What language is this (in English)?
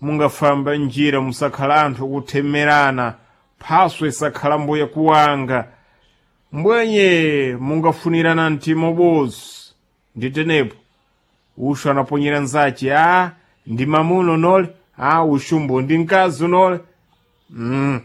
Sena